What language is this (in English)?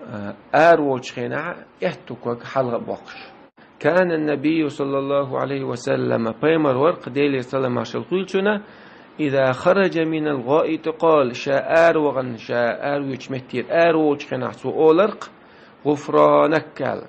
Chechen